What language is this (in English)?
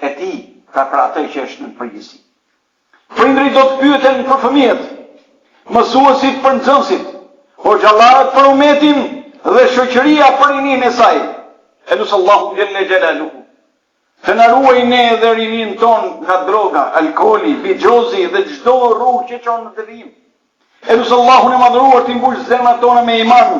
Albanian